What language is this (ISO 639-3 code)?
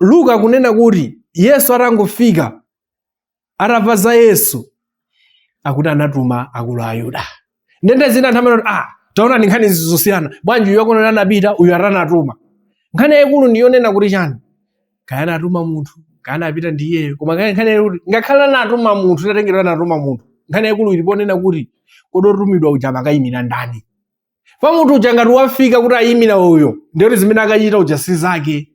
nya